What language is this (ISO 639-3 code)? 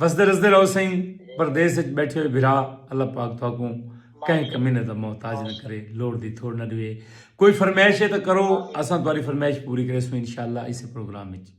skr